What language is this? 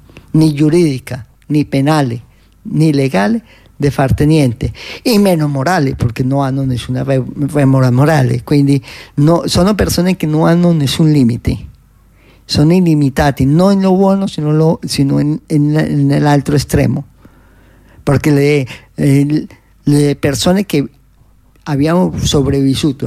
Italian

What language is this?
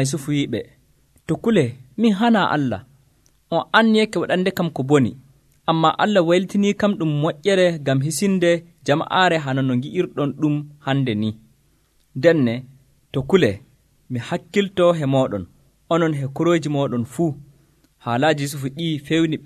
Nigerian Fulfulde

